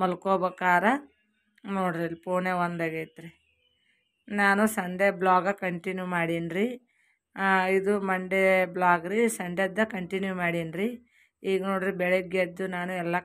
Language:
Kannada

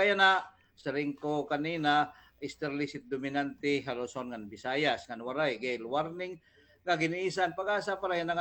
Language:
Waray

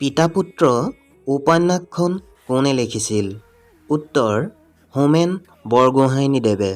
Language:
Assamese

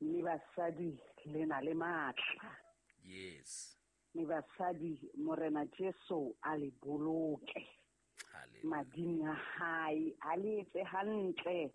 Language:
Southern Sotho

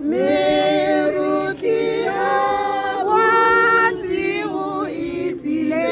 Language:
Tswana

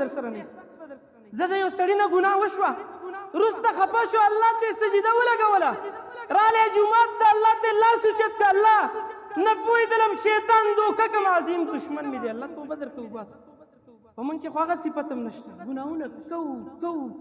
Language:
Pashto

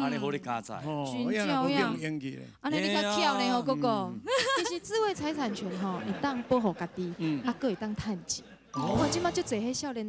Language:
Min Nan Chinese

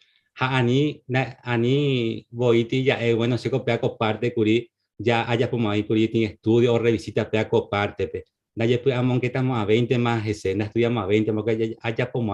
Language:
Guarani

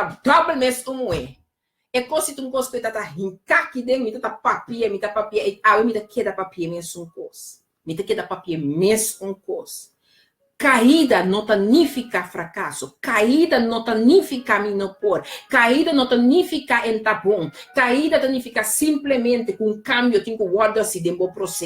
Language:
Papiamento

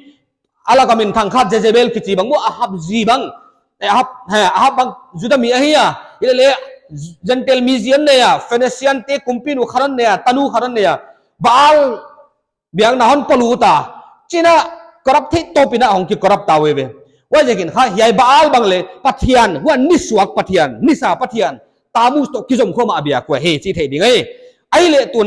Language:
Paite Chin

